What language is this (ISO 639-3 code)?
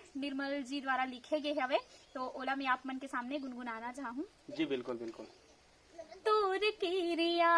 hne